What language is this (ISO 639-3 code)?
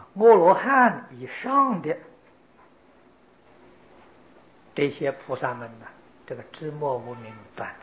zho